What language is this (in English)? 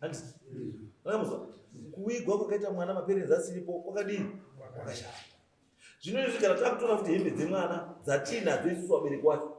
Shona